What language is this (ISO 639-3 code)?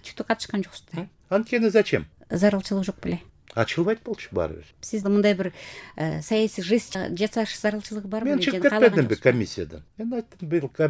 kir